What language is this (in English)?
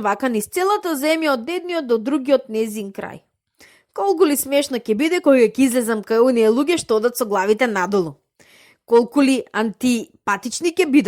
Macedonian